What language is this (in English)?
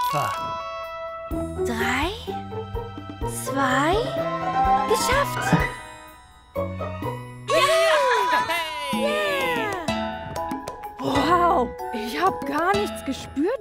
German